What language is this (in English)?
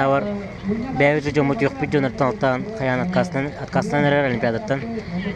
Yakut